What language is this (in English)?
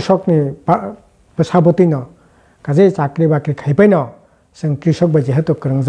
Kok Borok